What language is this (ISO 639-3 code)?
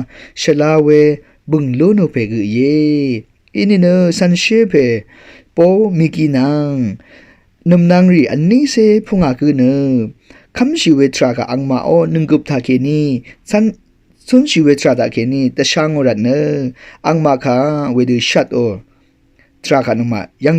raw